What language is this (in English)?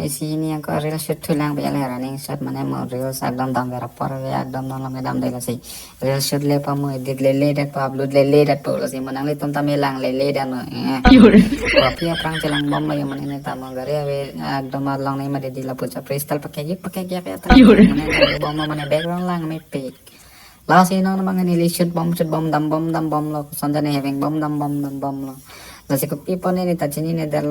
Karbi